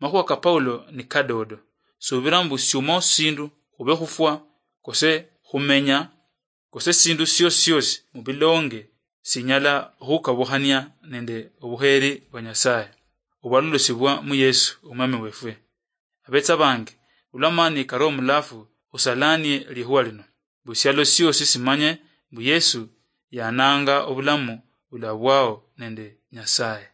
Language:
Luyia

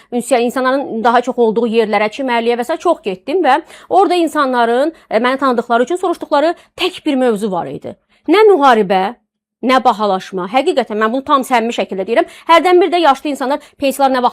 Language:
Azerbaijani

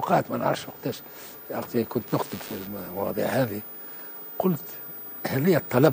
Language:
Tunisian Arabic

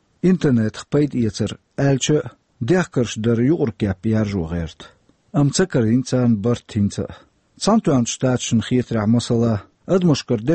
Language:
Chechen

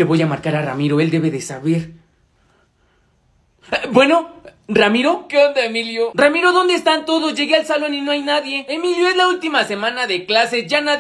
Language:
Spanish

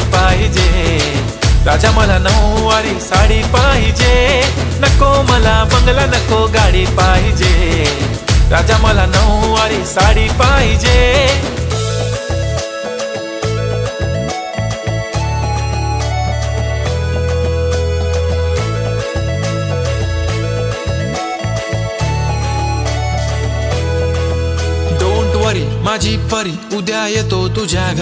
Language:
Marathi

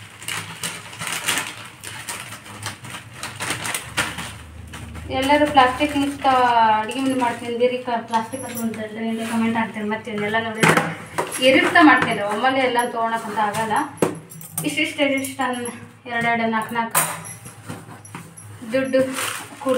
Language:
Kannada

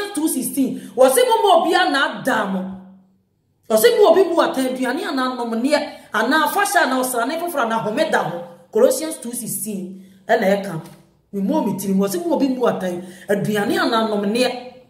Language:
Akan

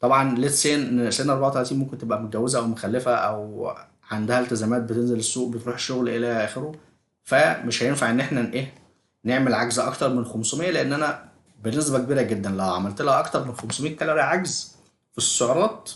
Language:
Egyptian Arabic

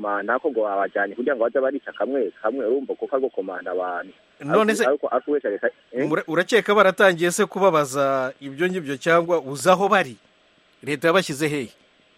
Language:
Kinyarwanda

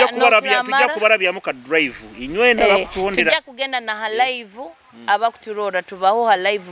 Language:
Nyoro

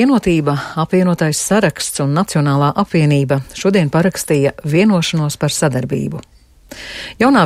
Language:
Latvian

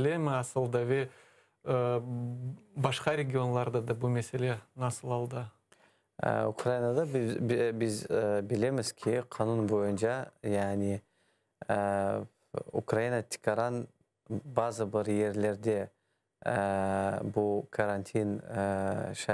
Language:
Crimean Tatar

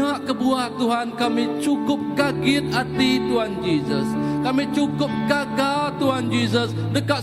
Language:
Iban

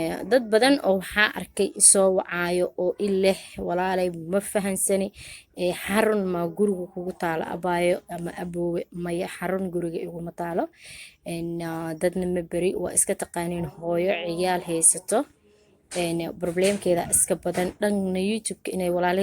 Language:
Somali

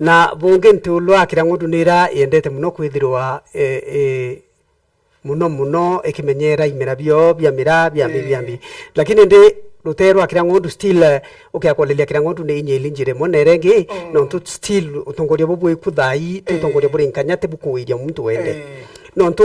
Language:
Meru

